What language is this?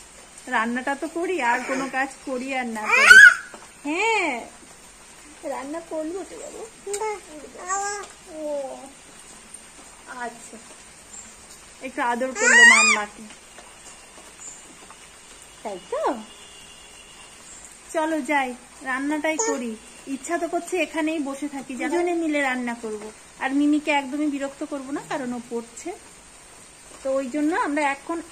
Bangla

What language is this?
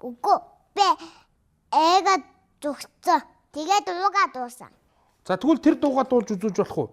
Mongolian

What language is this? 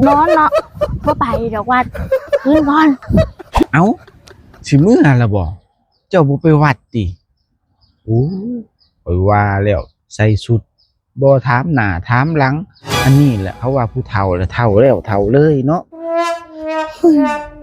Northeastern Thai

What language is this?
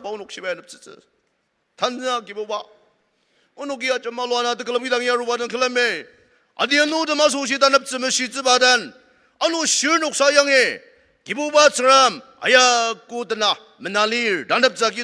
Ao Naga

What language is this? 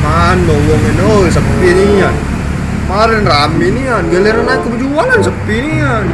Musi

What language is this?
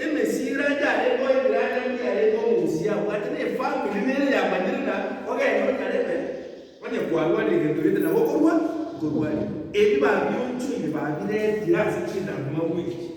Gusii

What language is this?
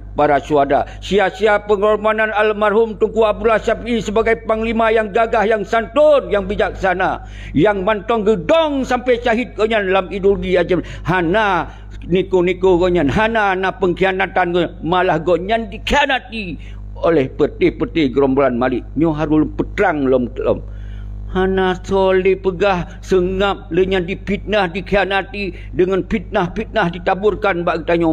Achinese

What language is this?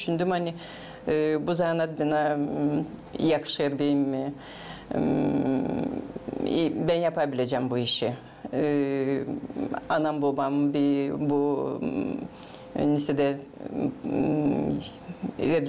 Gagauz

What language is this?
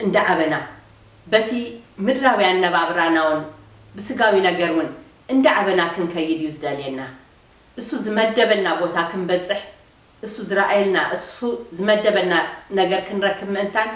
Tigrinya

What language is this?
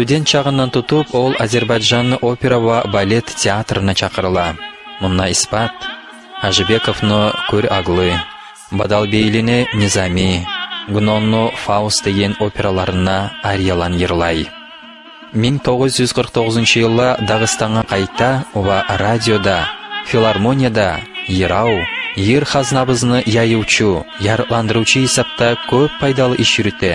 Kumyk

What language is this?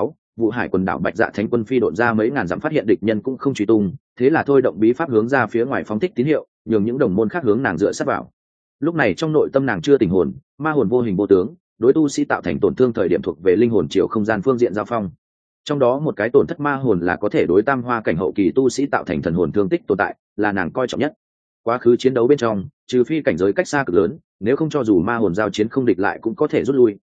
Vietnamese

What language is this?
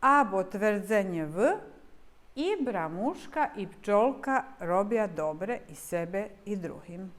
Rusyn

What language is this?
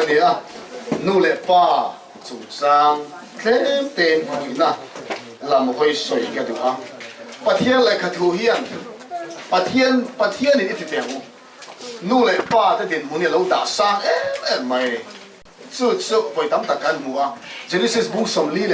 Mizo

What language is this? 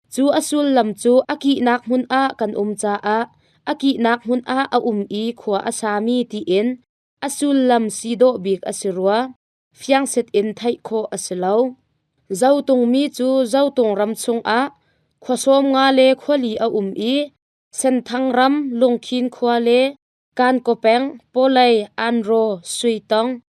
Hakha Chin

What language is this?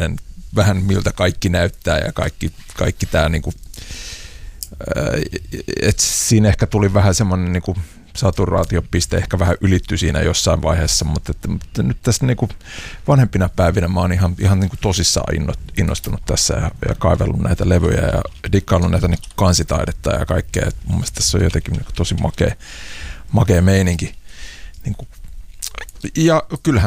Finnish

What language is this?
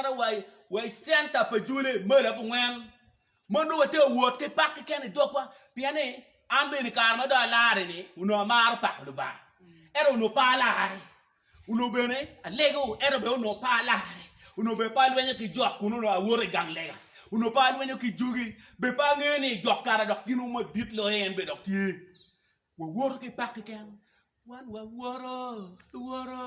Acoli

